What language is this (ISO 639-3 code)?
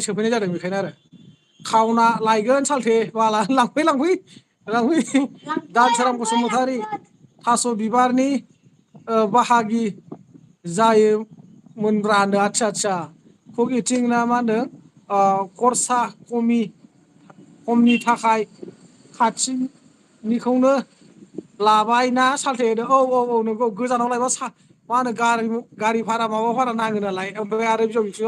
brx